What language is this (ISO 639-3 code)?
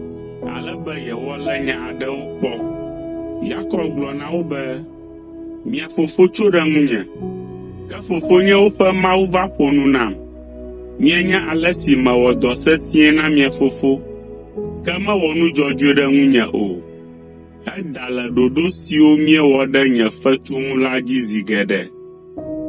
ewe